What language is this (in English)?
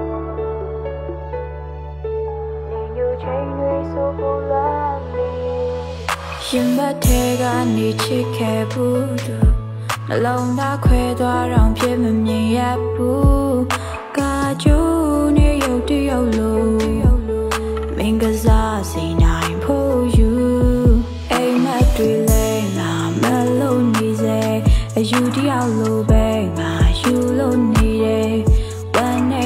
Burmese